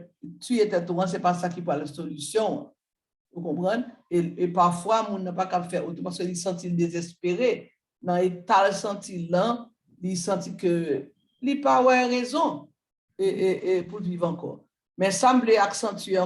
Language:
Haitian Creole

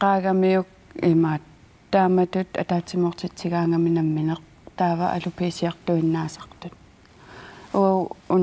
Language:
Kalaallisut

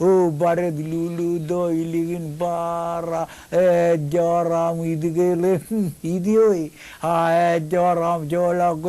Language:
Marshallese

